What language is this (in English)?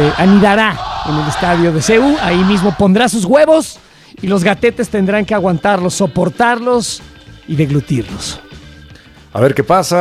Spanish